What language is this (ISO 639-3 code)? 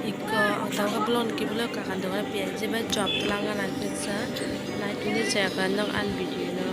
trp